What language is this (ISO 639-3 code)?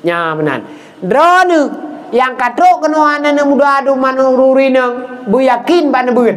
ace